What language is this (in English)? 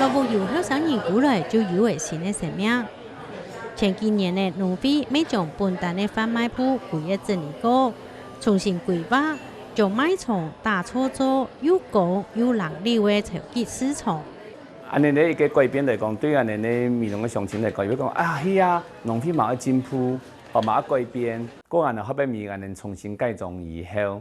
Hakka Chinese